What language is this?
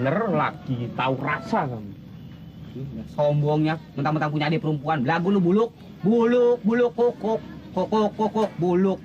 Betawi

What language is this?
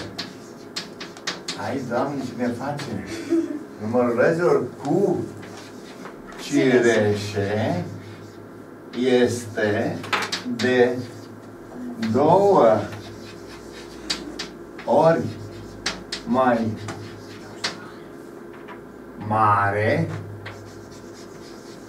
Romanian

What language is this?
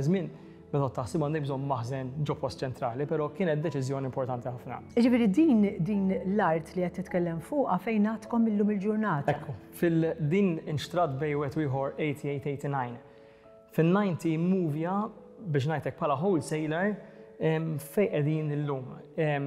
Maltese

